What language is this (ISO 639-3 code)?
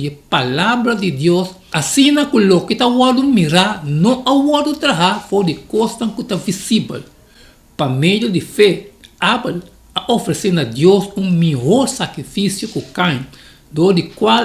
pap